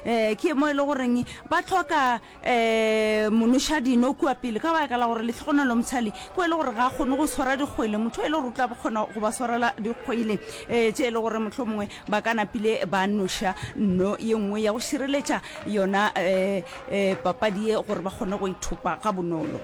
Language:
Northern Sotho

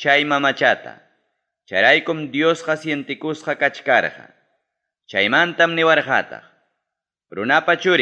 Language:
Ayacucho Quechua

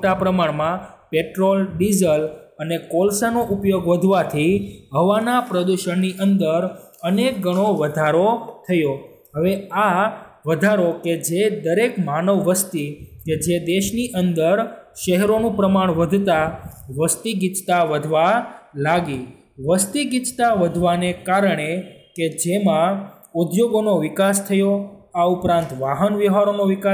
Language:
Gujarati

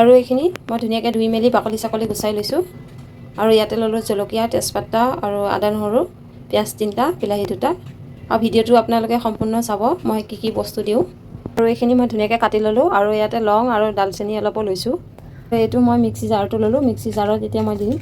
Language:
Assamese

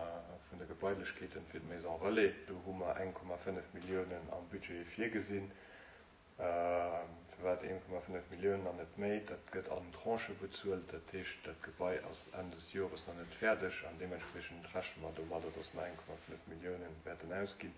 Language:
Luxembourgish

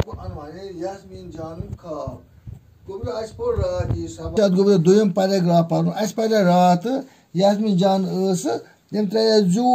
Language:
Kashmiri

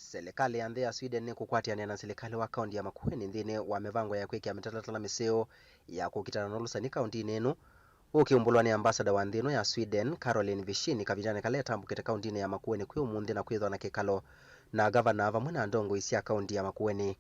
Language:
Kamba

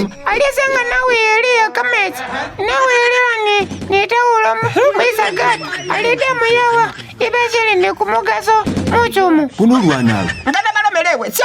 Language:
Masaaba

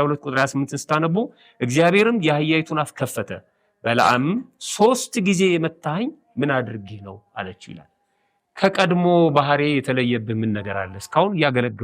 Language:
Amharic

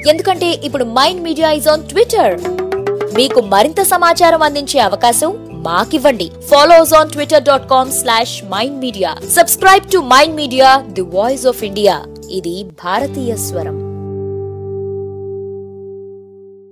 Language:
Telugu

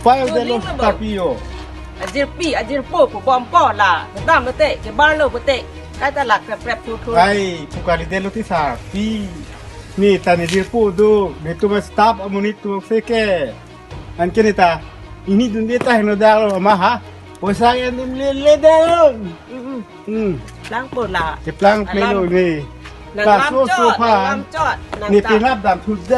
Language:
Karbi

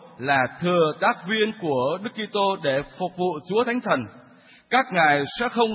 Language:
Vietnamese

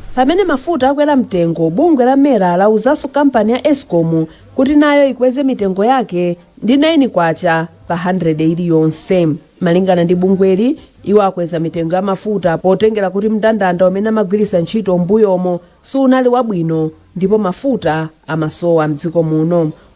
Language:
Nyanja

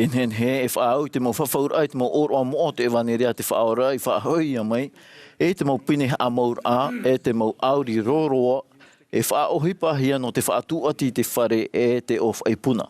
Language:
Tahitian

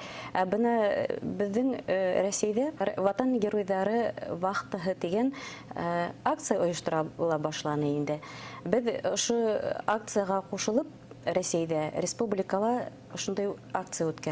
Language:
Bashkir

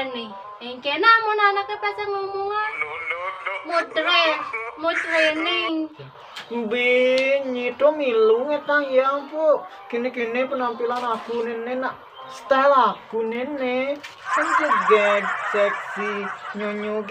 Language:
Balinese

